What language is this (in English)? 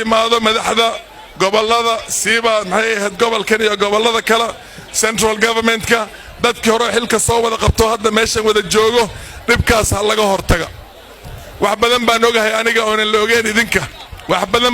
Somali